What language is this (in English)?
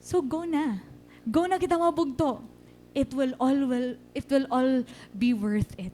Waray